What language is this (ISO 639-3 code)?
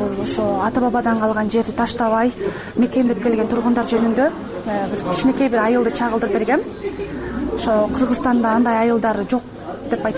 kir